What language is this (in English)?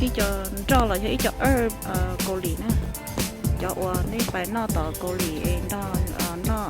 Hmong